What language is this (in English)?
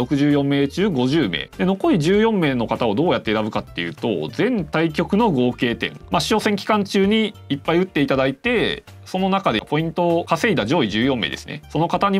Japanese